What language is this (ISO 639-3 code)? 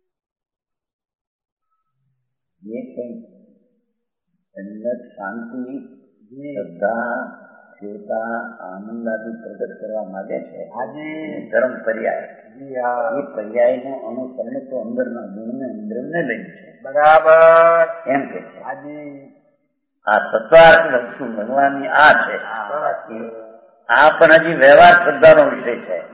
guj